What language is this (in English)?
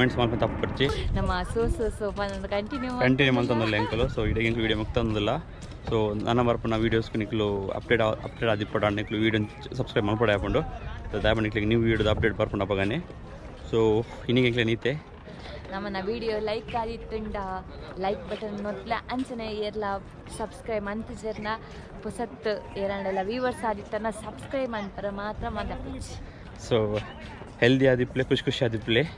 Tulu